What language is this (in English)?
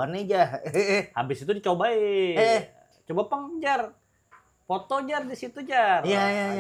Banjar